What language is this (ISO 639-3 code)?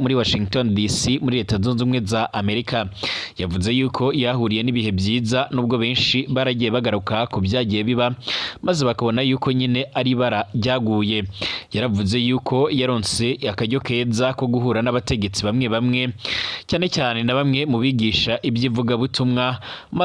run